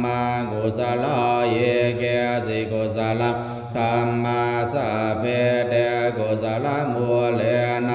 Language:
Pali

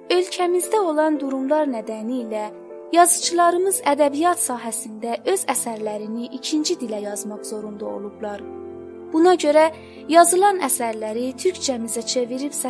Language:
South Azerbaijani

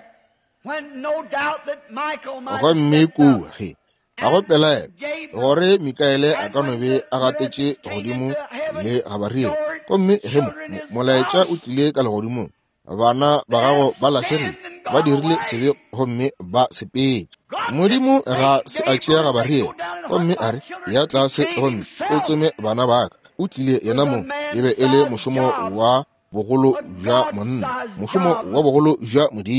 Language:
Northern Sotho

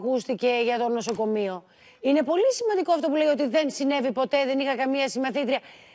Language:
Greek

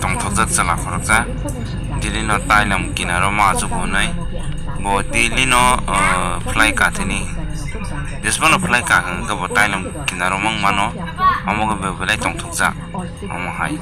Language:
Kok Borok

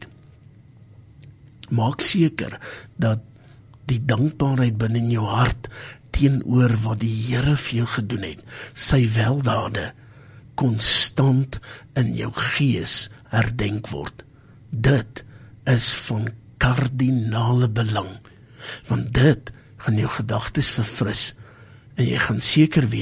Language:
Afrikaans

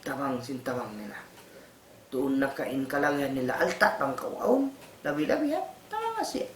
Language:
Tausug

